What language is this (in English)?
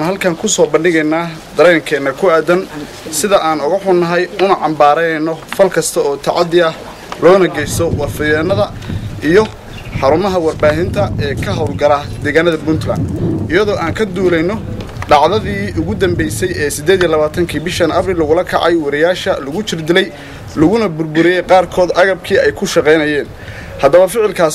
Somali